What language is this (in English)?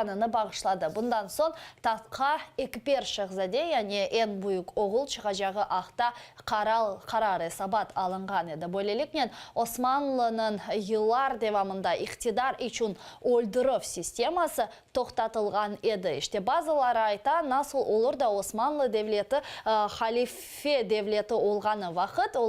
Crimean Tatar